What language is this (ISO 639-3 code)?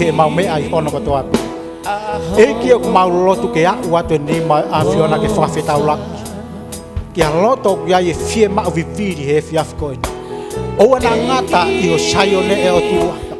ton